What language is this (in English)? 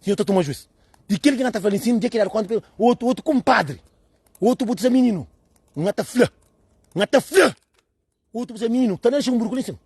Kabuverdianu